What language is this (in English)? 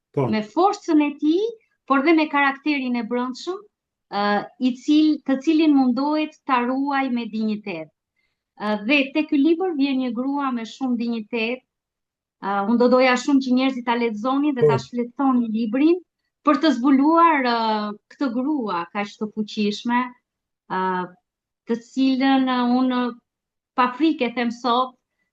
Albanian